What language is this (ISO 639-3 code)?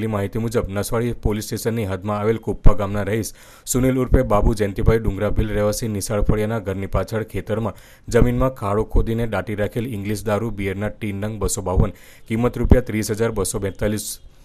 guj